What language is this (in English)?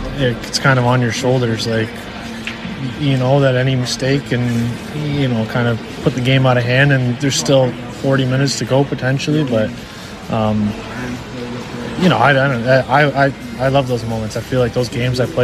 English